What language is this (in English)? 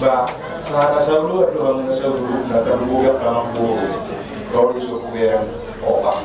Batak Toba